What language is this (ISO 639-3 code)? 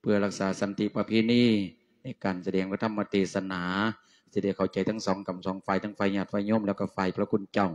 lao